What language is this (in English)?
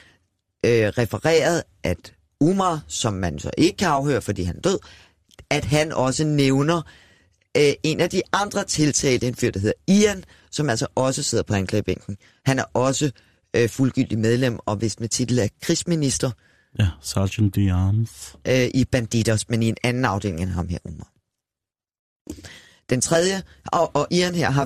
Danish